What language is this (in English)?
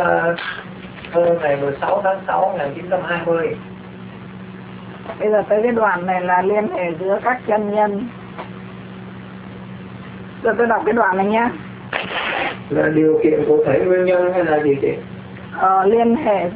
Vietnamese